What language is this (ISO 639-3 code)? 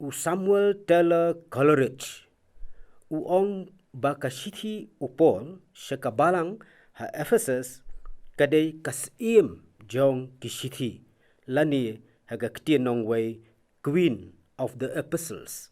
kha